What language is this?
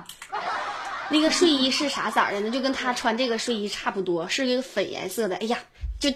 Chinese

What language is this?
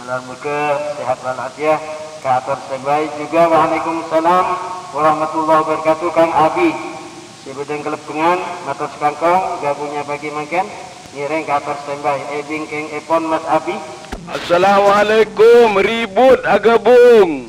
Madurese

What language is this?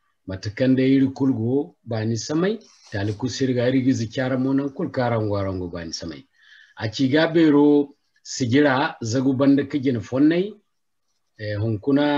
Zarma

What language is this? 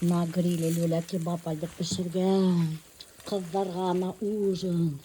Bashkir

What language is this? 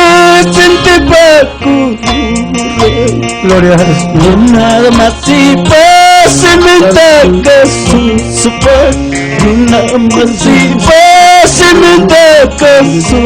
Ayacucho Quechua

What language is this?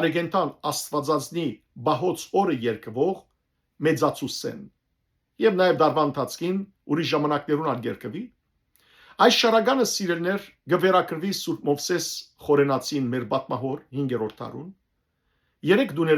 Western Armenian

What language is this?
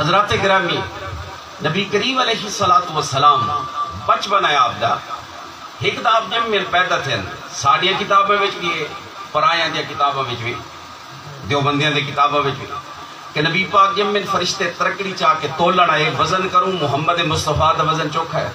Saraiki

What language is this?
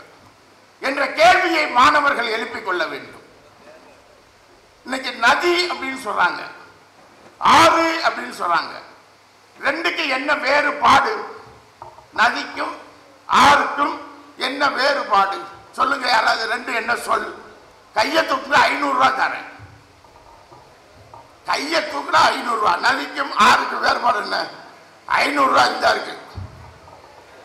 Tamil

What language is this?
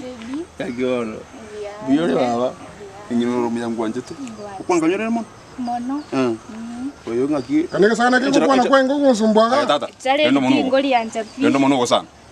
Gusii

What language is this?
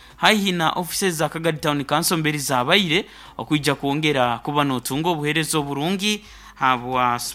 Nyoro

